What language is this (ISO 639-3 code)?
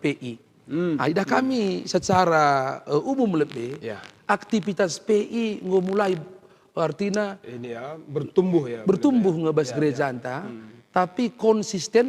btx